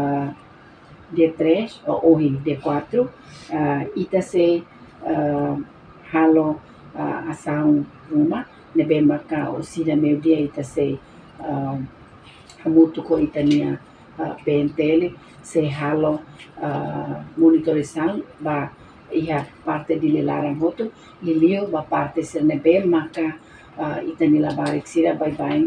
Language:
Tetum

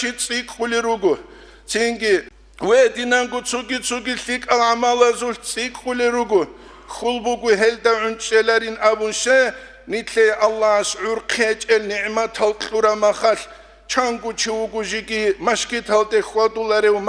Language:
Avaric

